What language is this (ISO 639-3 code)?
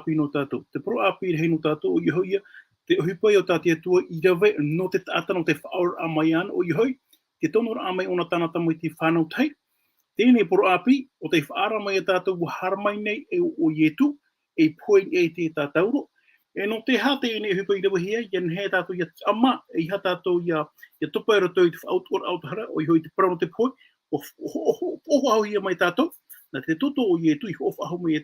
tah